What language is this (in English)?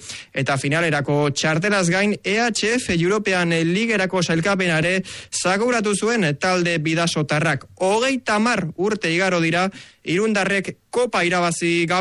Basque